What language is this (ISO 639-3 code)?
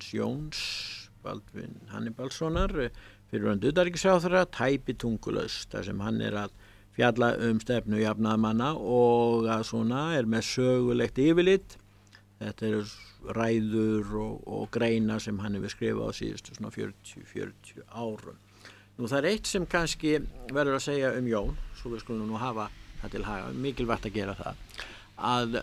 isl